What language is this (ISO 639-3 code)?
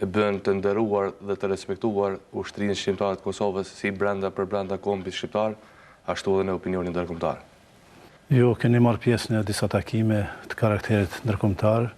sqi